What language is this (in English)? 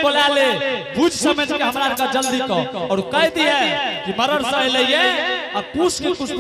Angika